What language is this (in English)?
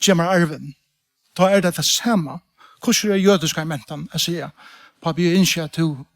Faroese